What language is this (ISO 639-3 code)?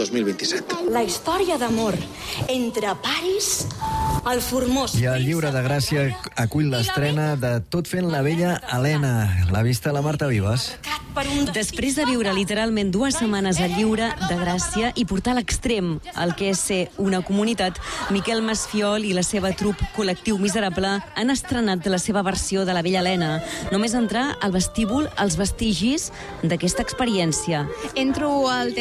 cat